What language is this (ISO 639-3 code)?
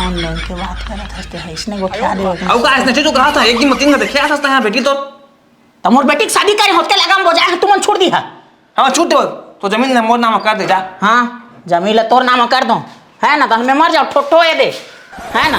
hne